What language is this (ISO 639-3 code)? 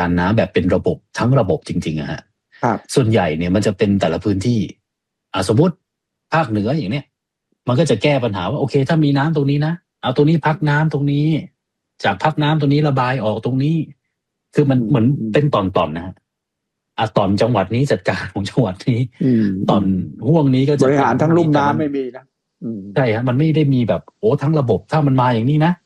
tha